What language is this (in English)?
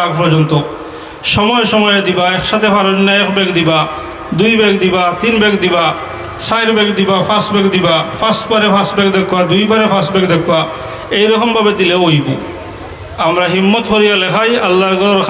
Sylheti